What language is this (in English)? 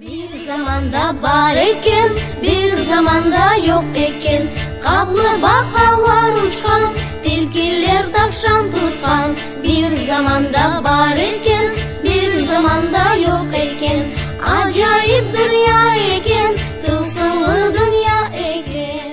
Crimean Tatar